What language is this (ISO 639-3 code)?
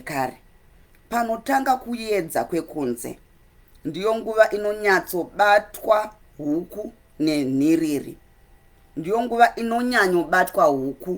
sna